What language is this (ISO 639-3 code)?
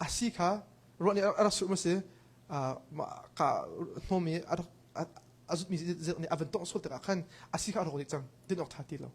cnh